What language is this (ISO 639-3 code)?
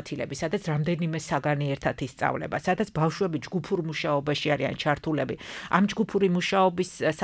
kat